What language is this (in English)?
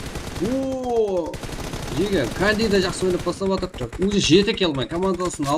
Kara-Kalpak